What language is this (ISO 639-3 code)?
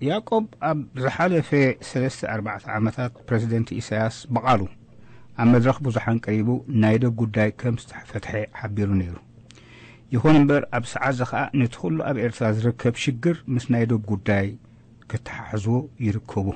tir